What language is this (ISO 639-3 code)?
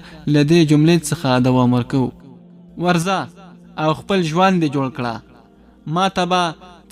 pus